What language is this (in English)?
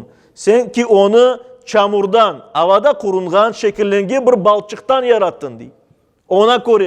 Crimean Tatar